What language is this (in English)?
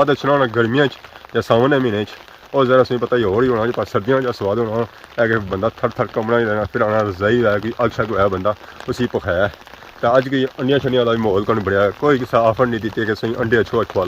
Pahari-Potwari